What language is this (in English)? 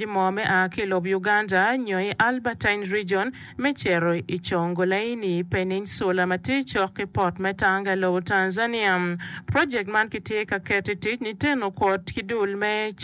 Acoli